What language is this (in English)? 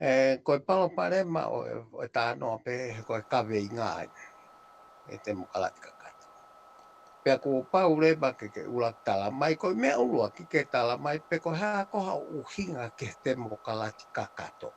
Tongan